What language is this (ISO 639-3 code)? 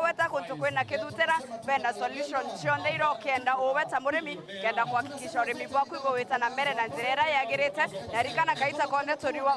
mer